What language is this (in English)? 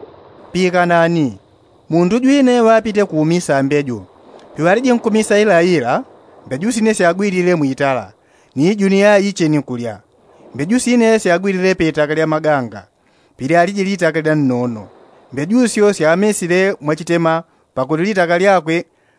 Yao